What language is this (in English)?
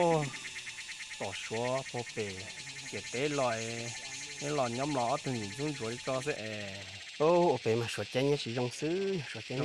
Hmong